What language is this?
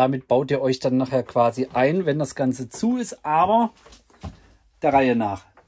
German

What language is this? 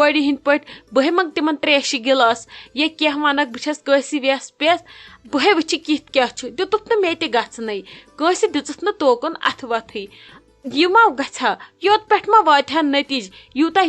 Kashmiri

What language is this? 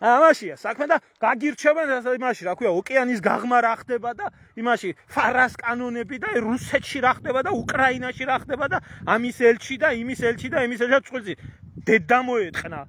Georgian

